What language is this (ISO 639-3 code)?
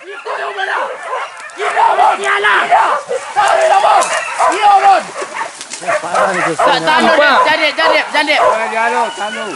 min